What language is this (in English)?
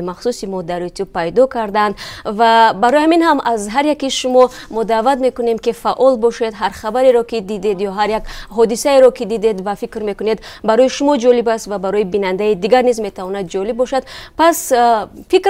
Tajik